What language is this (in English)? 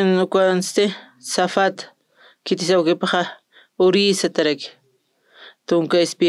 Aymara